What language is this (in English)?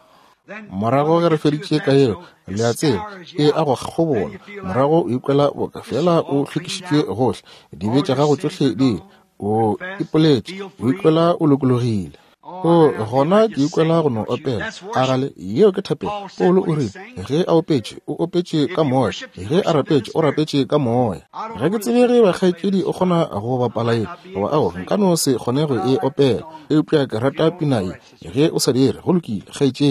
Northern Sotho